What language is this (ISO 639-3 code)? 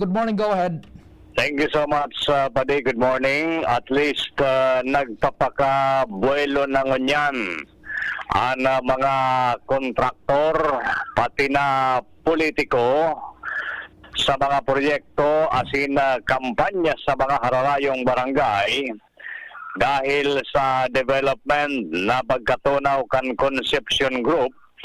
bik